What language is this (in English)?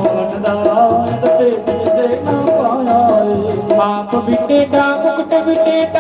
Dogri